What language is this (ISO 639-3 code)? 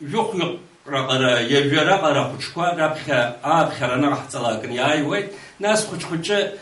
abk